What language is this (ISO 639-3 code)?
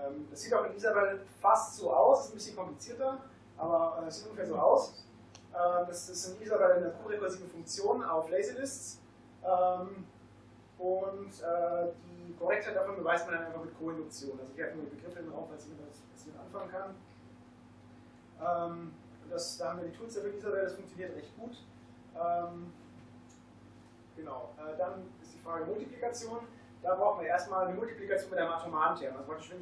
deu